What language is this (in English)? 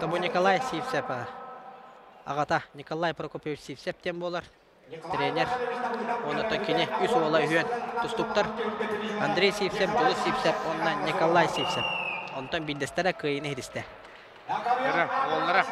Yakut